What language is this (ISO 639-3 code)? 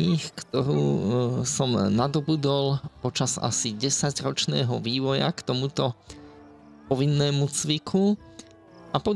slk